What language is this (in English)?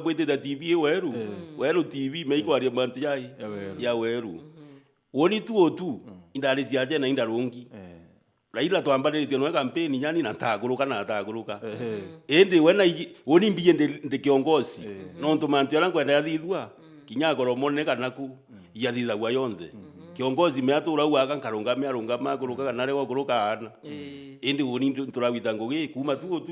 Meru